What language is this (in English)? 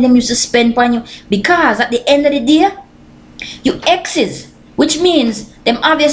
Jamaican Creole English